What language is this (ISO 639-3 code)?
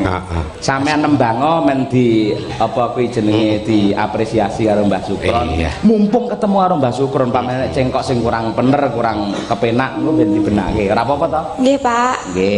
jav